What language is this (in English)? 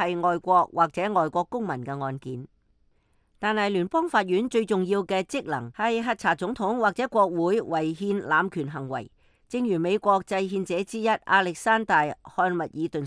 Cantonese